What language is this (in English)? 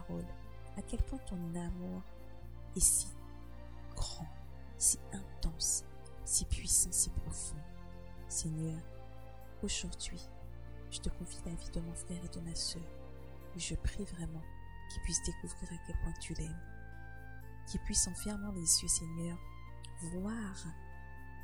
French